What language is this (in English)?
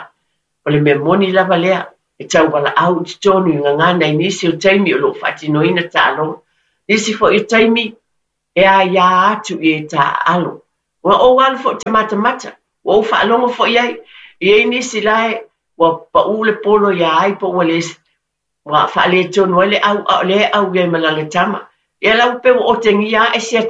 Samoan